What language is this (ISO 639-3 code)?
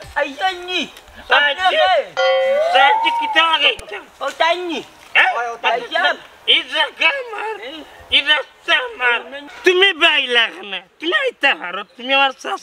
syl